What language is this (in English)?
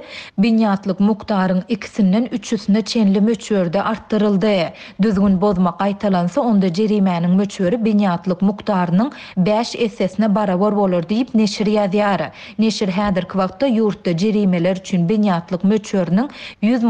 Turkmen